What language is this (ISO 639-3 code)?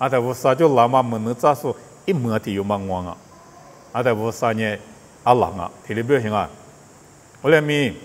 lis